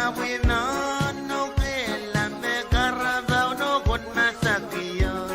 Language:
Pohnpeian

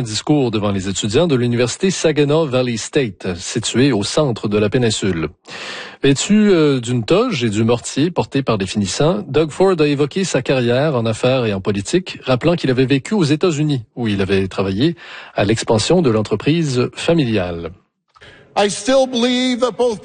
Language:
French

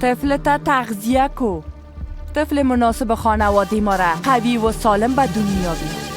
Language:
Persian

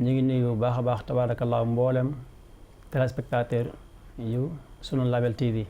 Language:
Wolof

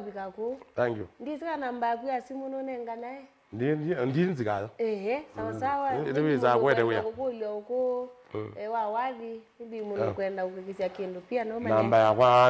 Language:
Kamba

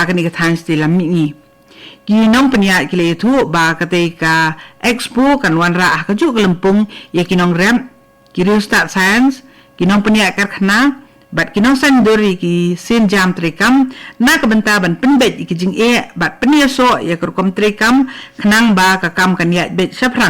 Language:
Khasi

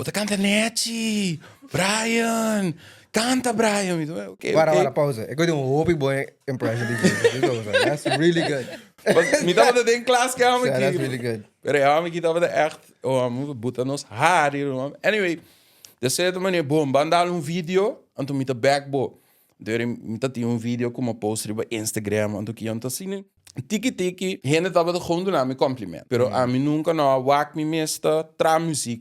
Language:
Papiamento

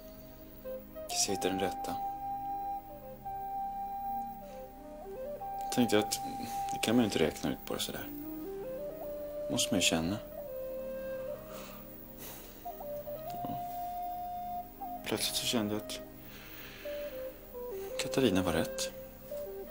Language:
Swedish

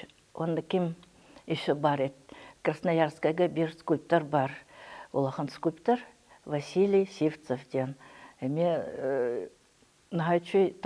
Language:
Yakut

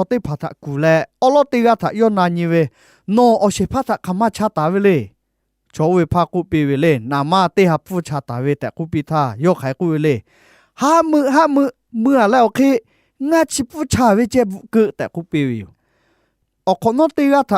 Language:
Lahu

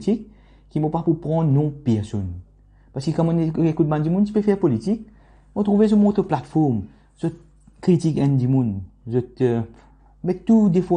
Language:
Morisyen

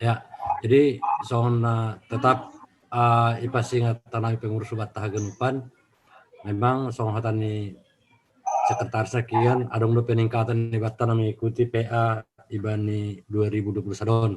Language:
Batak Simalungun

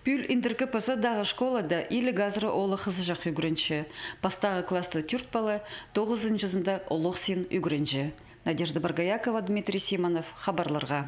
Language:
Khakas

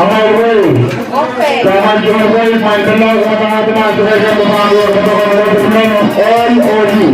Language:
Pohnpeian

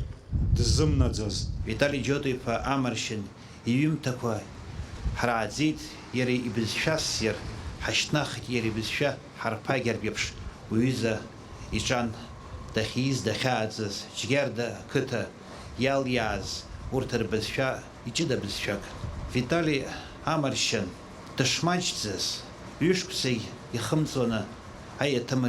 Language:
Abkhazian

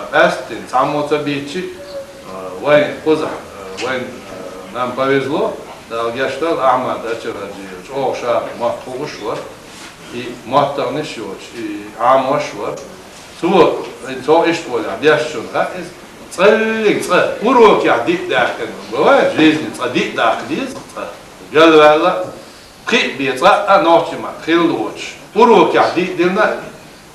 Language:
Chechen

